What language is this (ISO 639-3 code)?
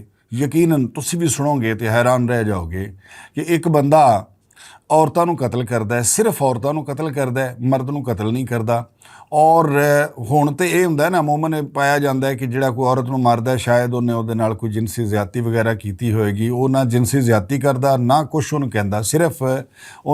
lah